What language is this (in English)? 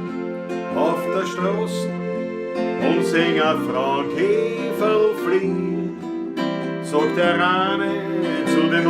Bavarian